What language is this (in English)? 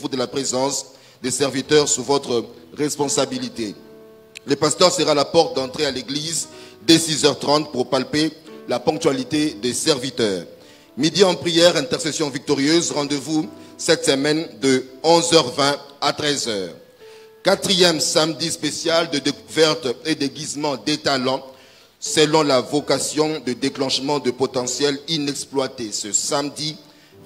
French